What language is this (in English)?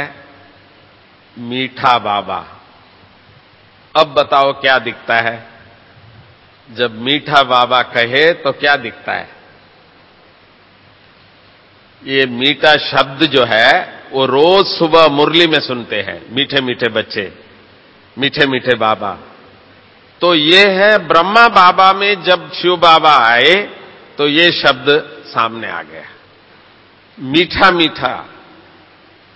Hindi